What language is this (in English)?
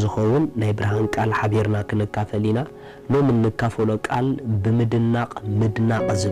Tigrinya